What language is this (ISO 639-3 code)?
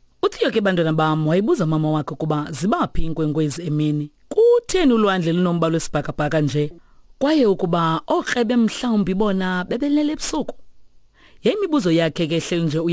xho